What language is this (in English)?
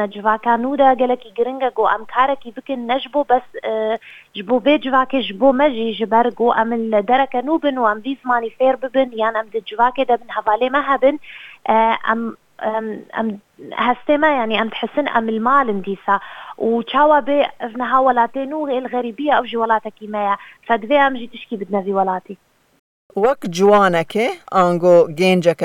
Kurdish